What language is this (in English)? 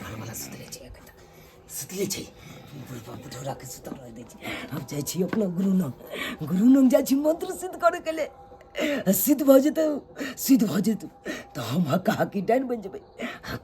Maithili